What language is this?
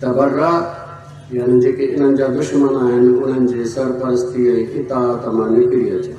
Sindhi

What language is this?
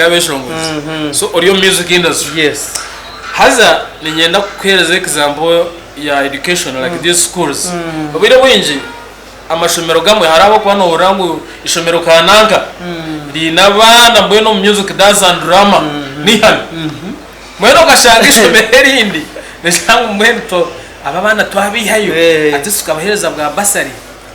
Nyankole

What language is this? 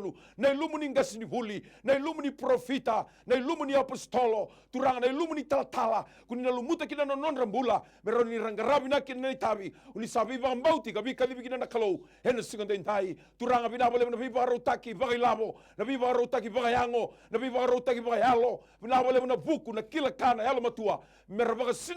Fijian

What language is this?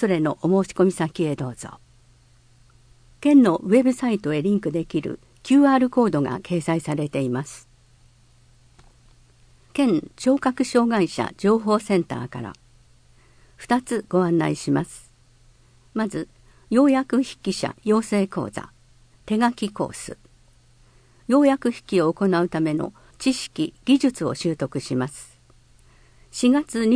Japanese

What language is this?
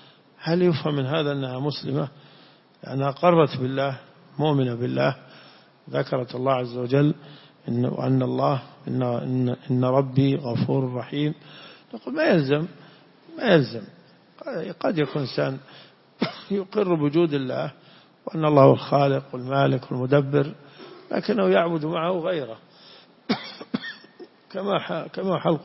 Arabic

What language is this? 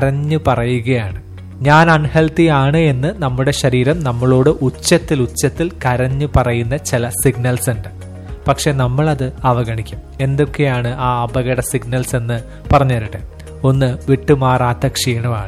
Malayalam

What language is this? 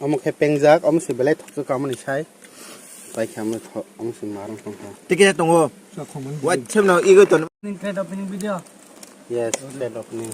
Kok Borok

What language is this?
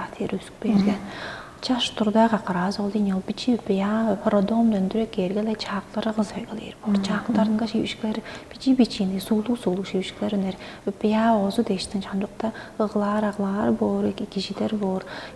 Tuvinian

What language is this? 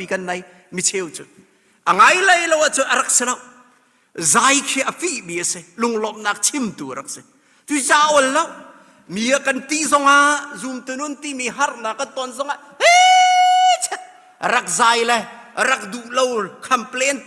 Hakha Chin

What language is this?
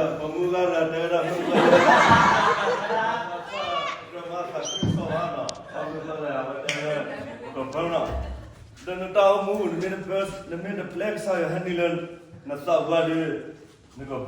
S'gaw Karen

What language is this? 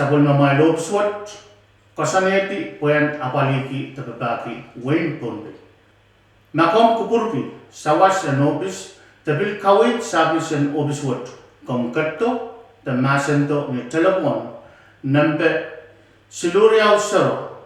Pohnpeian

